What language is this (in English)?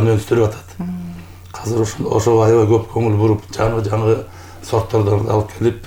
Kyrgyz